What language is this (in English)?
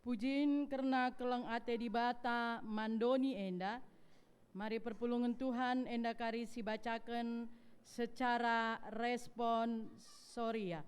Batak Karo